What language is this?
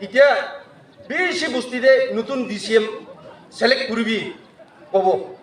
Naga Pidgin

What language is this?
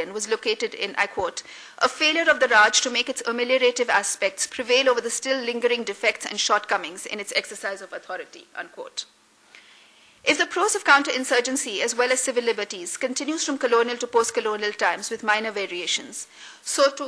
English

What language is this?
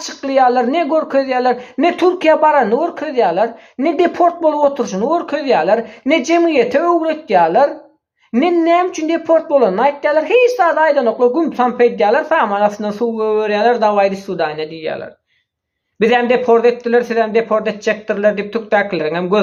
Turkmen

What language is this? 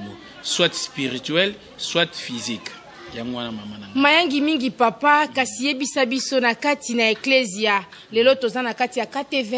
Lingala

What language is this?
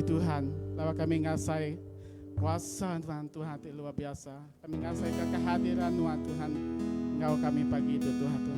Iban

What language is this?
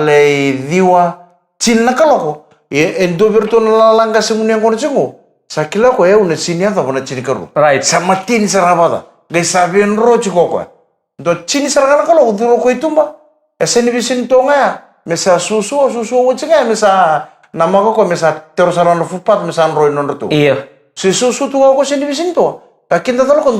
Fijian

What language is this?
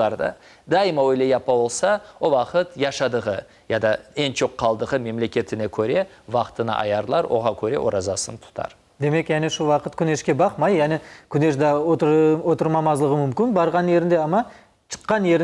Crimean Tatar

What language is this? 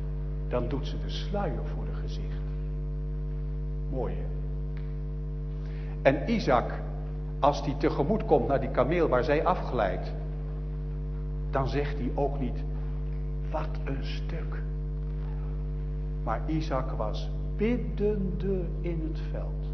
Dutch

